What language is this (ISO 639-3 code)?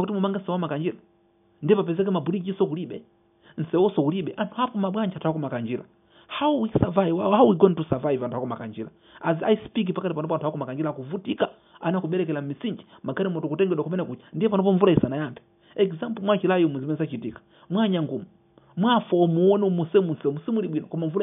nya